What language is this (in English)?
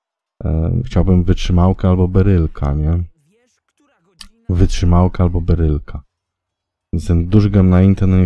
Polish